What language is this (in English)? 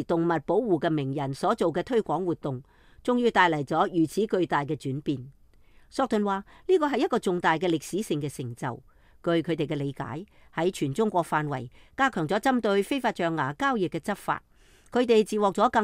Cantonese